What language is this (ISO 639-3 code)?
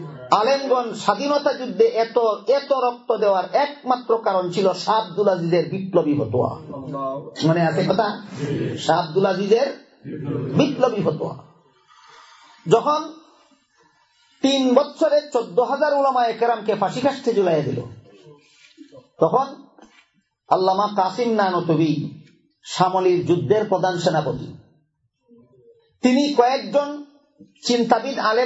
ben